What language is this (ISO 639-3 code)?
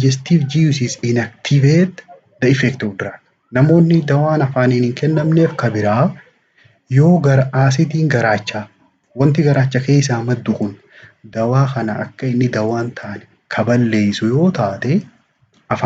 orm